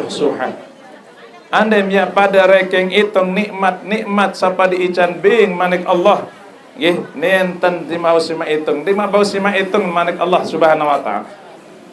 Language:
Sasak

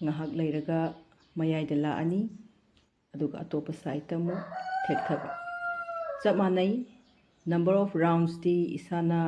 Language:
Manipuri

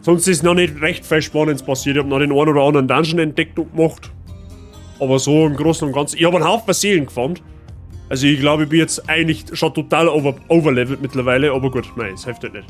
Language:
Bavarian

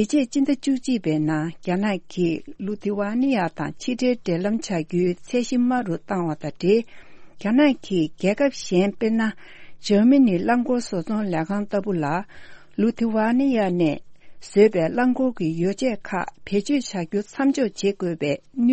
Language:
Tibetan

